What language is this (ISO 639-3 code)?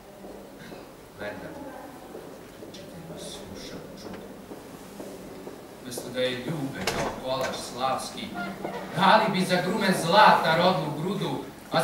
srp